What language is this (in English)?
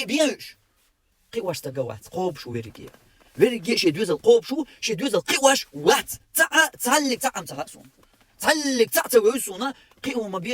Chechen